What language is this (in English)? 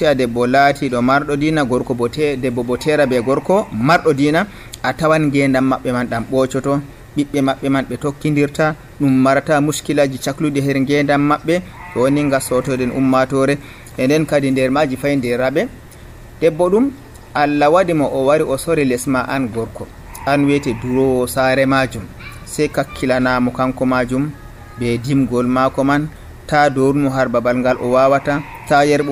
Nigerian Fulfulde